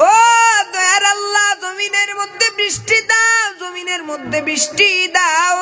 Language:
Sylheti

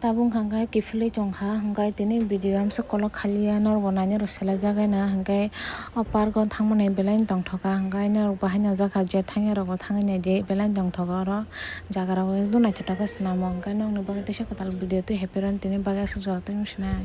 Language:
Kok Borok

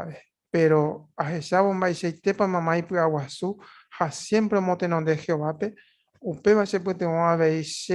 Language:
Guarani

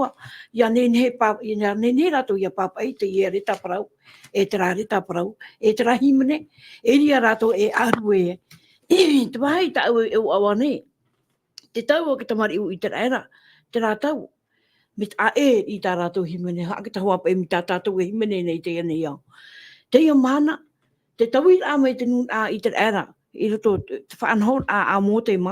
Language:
Tahitian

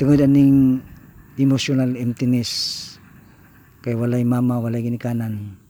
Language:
Cebuano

